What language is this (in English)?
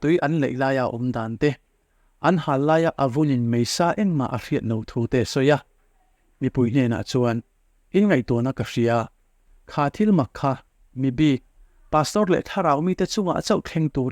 Mizo